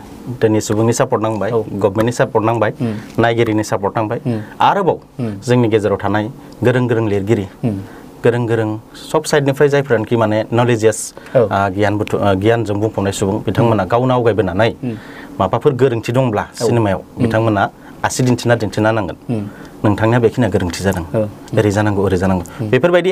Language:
Bodo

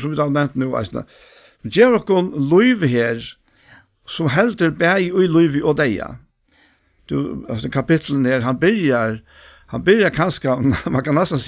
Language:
Faroese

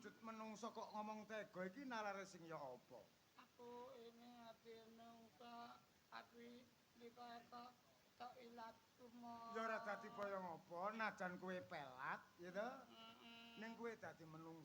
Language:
Javanese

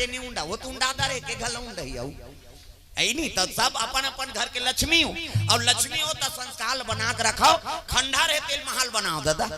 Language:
Chhattisgarhi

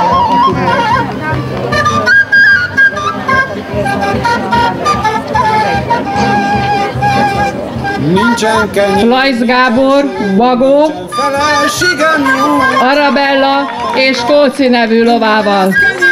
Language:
Hungarian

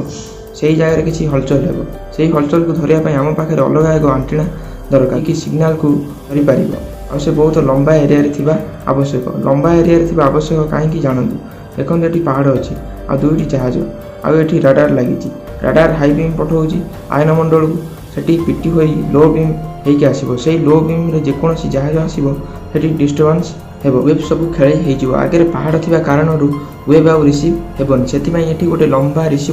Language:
Odia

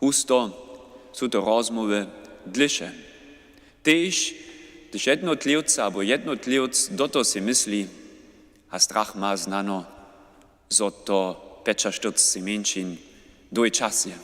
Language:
Upper Sorbian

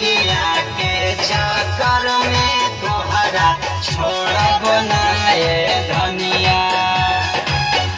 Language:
Bhojpuri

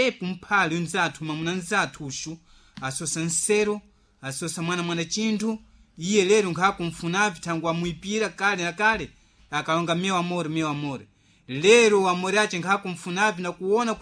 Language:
Sena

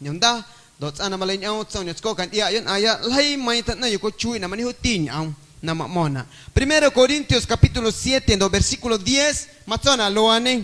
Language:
Guerrero Amuzgo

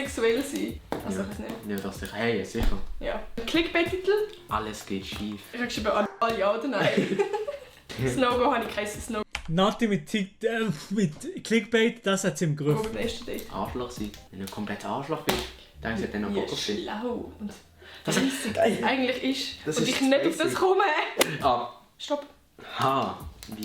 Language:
Swiss German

